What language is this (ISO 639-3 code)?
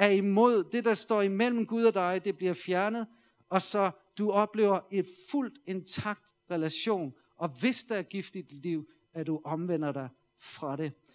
dan